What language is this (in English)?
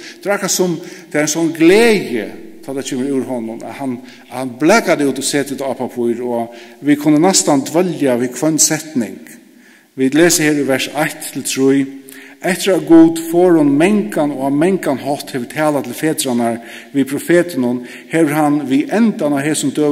Faroese